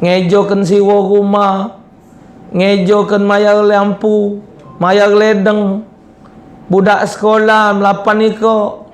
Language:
Musi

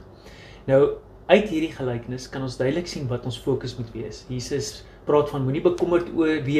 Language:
Afrikaans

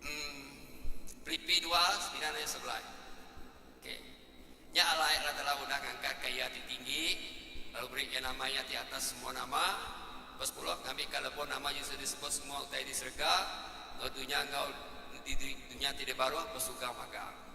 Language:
Iban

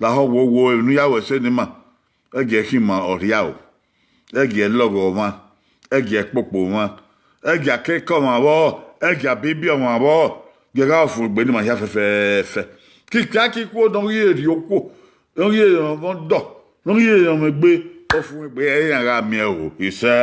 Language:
Bini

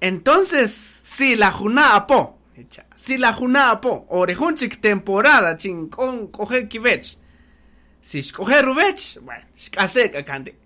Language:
Kaqchikel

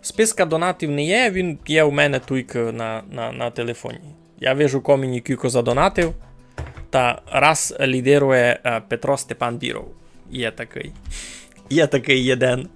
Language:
Rusyn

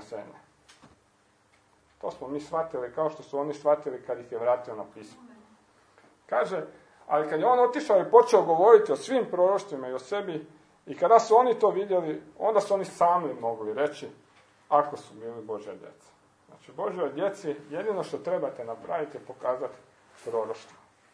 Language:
Croatian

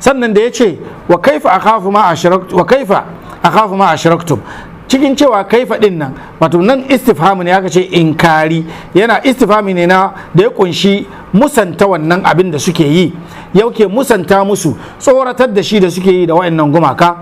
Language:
Hausa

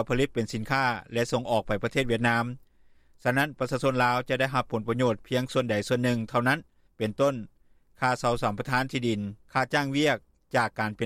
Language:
Lao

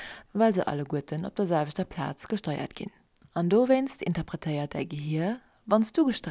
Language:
Luxembourgish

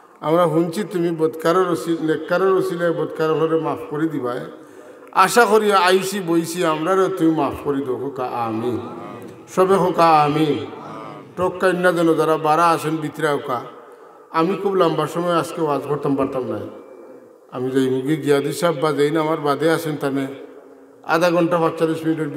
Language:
Sylheti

